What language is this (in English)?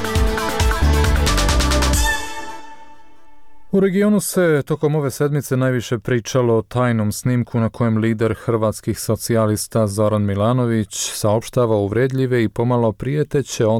Bosnian